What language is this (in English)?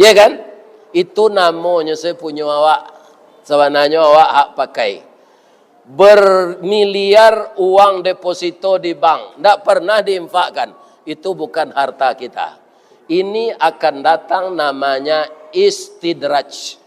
Minangkabau